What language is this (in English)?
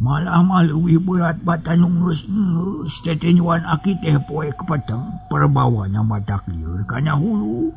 Sundanese